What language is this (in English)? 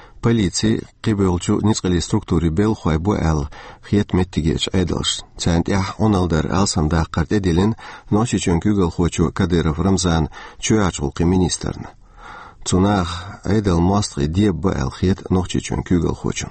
Chechen